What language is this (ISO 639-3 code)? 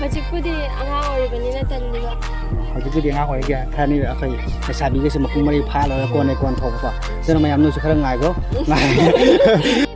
mni